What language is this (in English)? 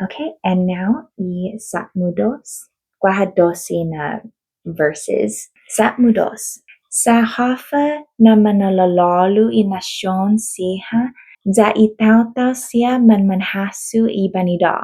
Chamorro